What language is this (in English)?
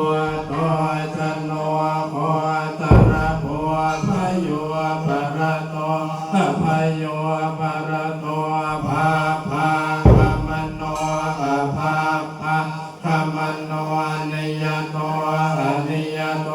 Pali